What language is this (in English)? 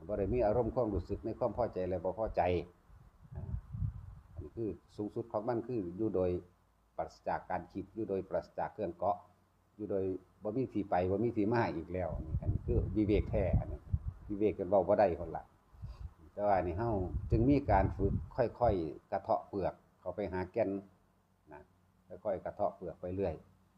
Northeastern Thai